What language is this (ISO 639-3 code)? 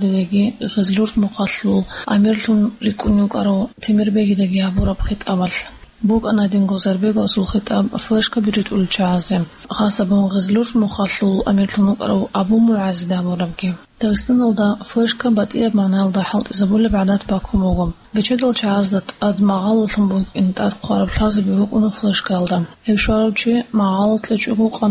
ava